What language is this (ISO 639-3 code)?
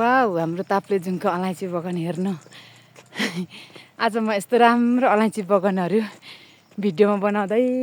nep